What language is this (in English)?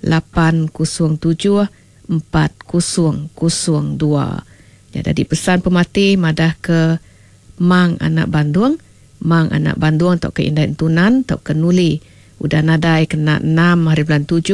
Iban